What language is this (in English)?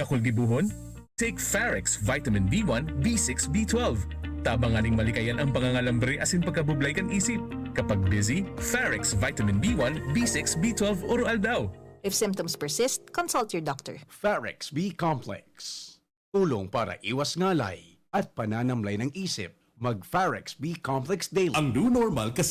Bikol